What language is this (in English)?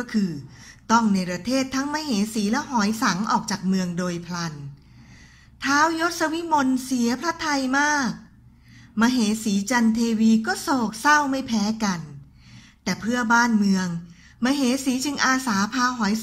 Thai